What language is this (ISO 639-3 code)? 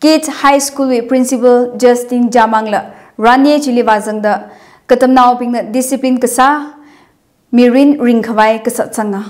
nmf